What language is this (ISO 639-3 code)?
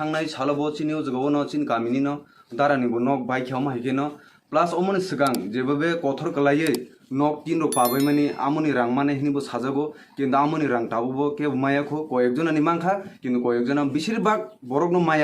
trp